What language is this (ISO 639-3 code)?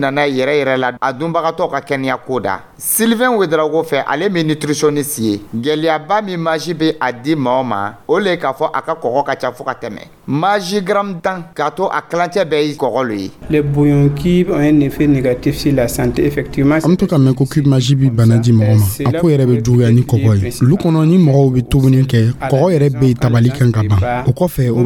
dyu